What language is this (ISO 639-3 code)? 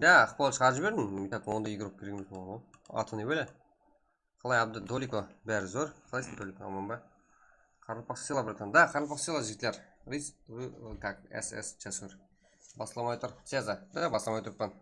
kaa